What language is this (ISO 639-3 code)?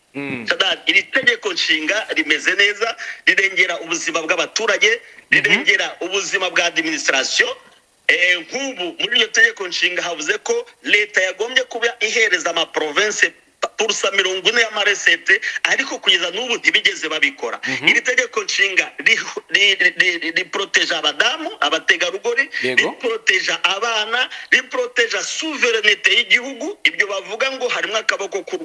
kin